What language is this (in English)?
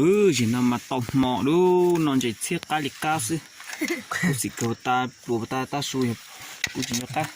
Hmong